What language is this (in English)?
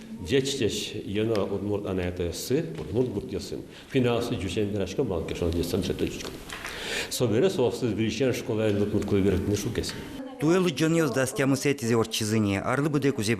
Udmurt